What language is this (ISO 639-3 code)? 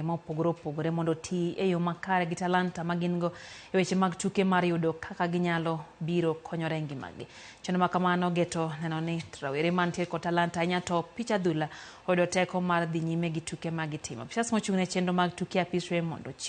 luo